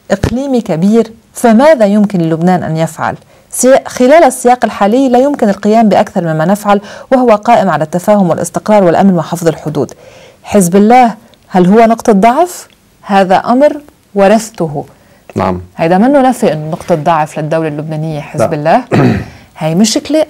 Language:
Arabic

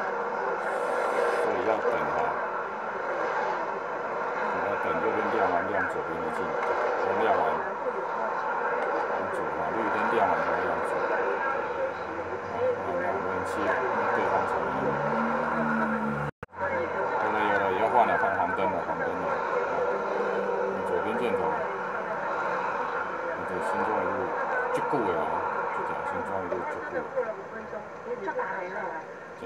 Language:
Chinese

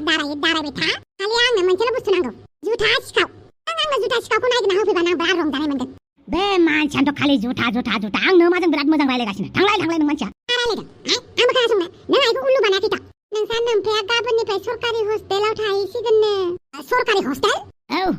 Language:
Bodo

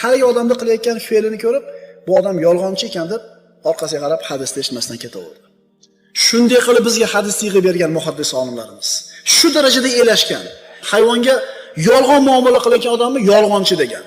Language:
Uzbek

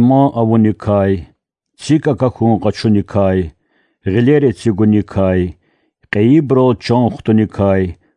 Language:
Lezghian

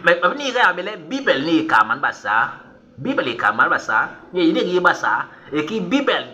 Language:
Basaa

